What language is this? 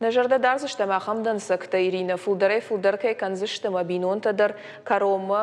Ossetic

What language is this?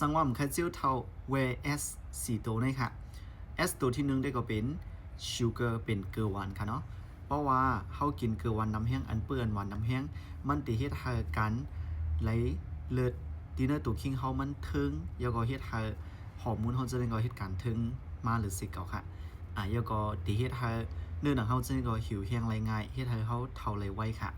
Shan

